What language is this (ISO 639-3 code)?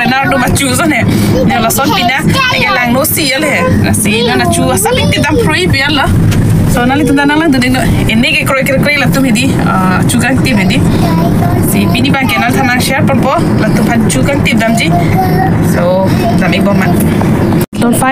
mjw